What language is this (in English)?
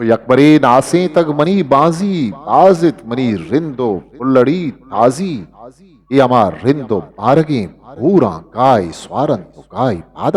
Eastern Balochi